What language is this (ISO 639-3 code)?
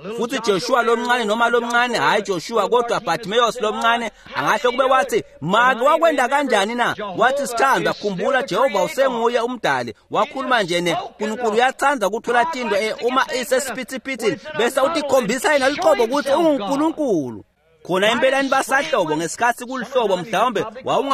ssw